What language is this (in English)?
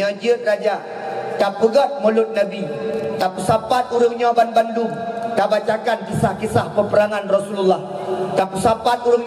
Achinese